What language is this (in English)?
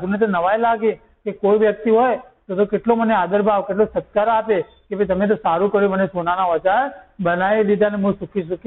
Gujarati